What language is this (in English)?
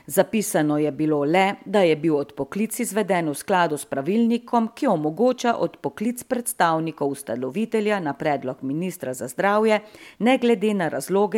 Slovenian